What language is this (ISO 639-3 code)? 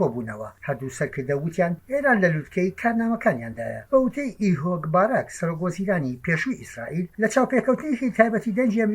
ckb